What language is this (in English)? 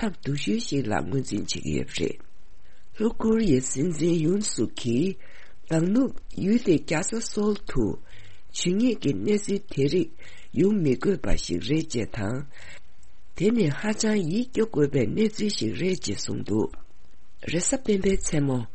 Tibetan